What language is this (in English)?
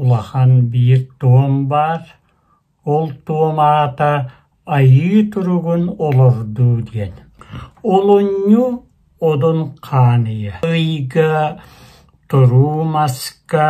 Yakut